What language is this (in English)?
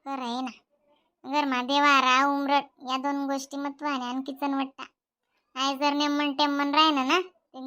Khandesi